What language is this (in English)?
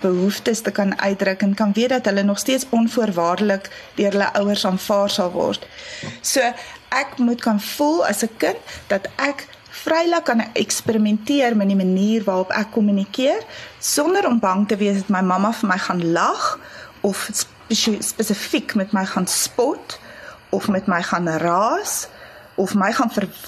Afrikaans